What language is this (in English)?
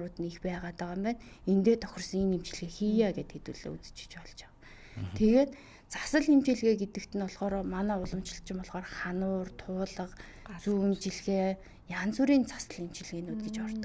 Mongolian